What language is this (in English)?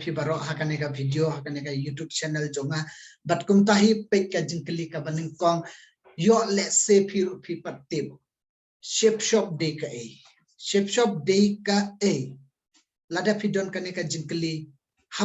Khasi